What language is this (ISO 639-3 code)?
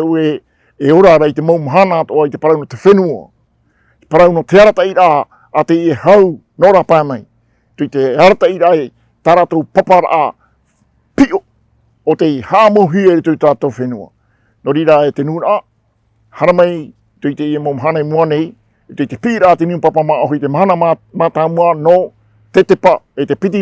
tah